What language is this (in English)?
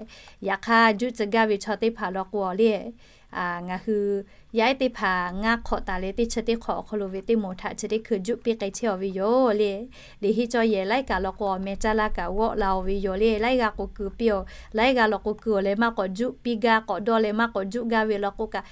Lahu